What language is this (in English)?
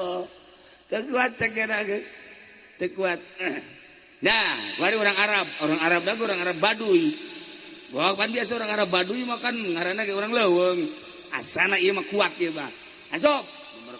Sundanese